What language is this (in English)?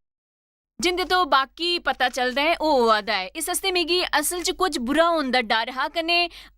Dogri